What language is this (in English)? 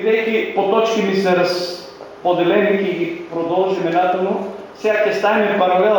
Macedonian